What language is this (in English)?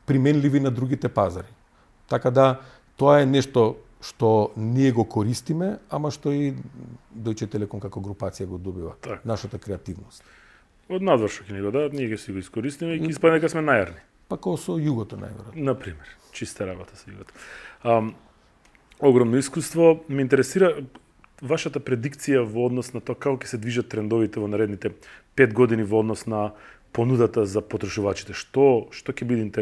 Macedonian